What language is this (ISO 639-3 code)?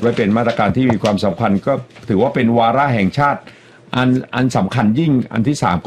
tha